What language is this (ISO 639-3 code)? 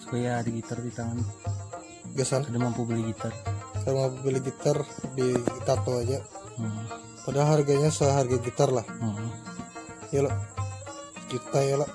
bjn